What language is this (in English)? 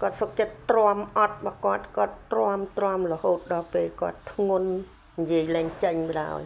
Khmer